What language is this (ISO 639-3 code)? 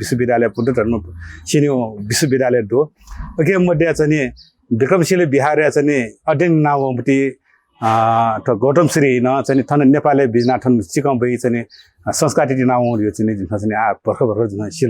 new